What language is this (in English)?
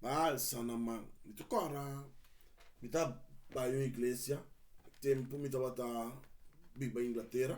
Papiamento